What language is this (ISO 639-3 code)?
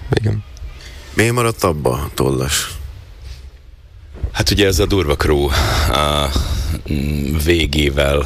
hun